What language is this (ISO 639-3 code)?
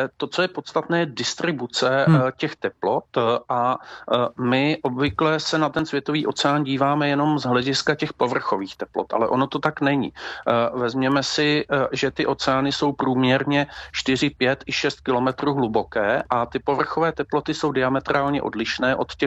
ces